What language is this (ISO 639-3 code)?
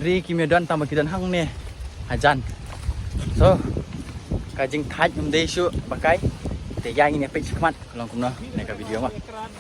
kha